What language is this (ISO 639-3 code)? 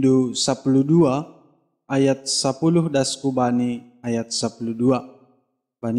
bts